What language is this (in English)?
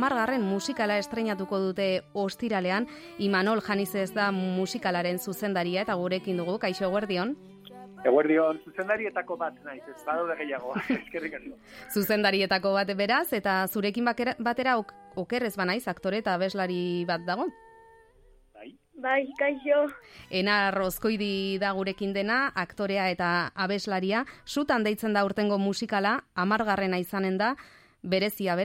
Basque